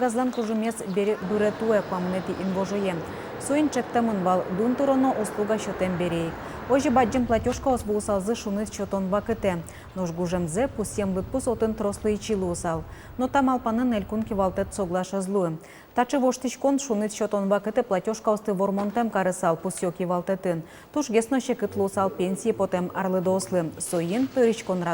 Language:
Udmurt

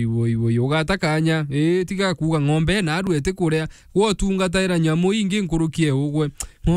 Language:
Meru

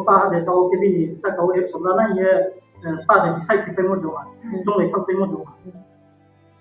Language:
Riang (India)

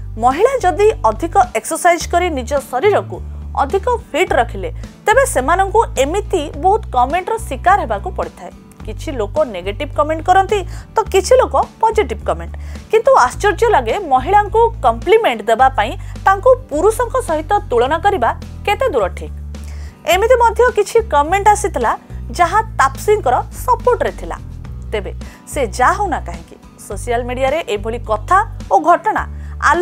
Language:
Odia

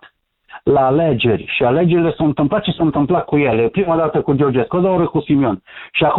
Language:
Romanian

